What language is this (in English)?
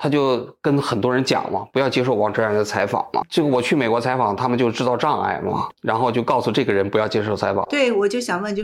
Chinese